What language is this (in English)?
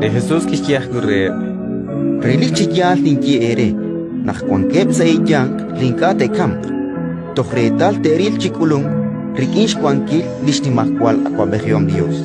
Kekchí